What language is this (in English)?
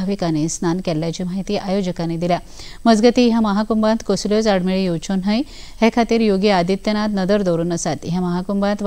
Konkani